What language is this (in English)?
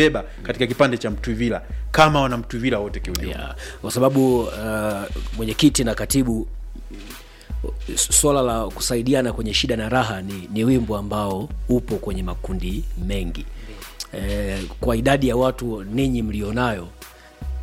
Swahili